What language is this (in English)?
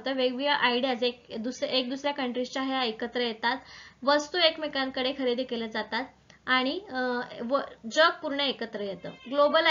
Marathi